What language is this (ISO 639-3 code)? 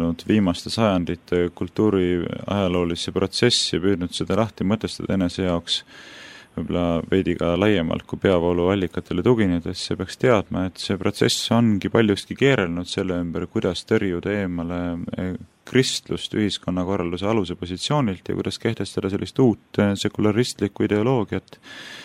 est